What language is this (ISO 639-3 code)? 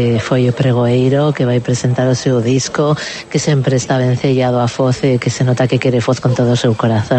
glg